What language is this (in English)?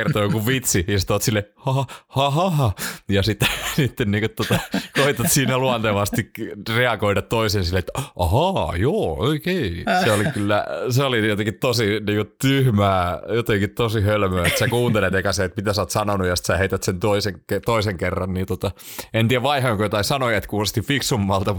Finnish